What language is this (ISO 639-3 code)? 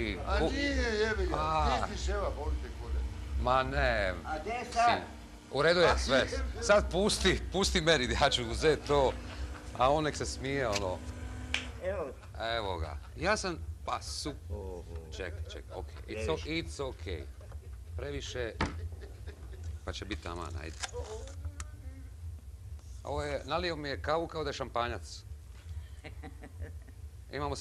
hrv